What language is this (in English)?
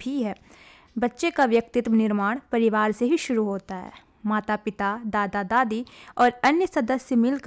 Hindi